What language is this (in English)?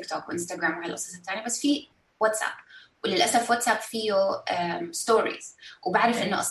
North Levantine Arabic